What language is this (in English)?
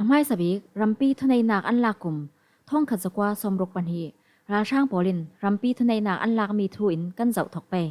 Falam Chin